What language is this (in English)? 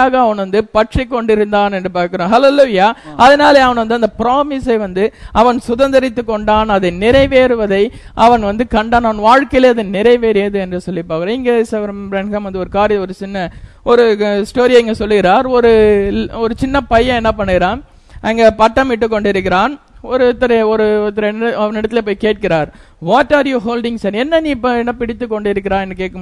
Tamil